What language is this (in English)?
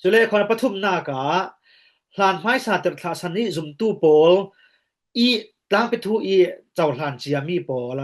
Falam Chin